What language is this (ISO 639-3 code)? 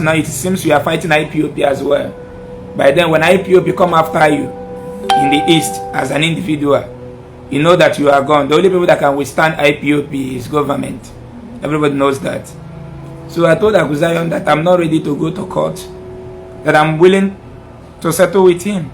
ibo